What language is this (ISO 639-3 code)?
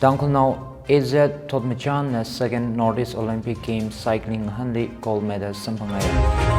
nmf